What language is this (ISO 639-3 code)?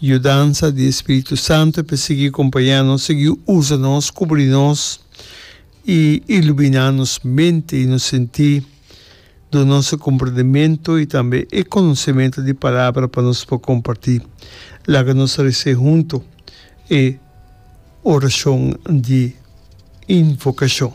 pap